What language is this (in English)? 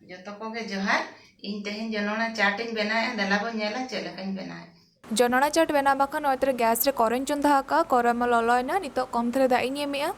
Santali